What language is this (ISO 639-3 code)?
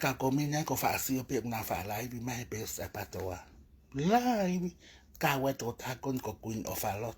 ton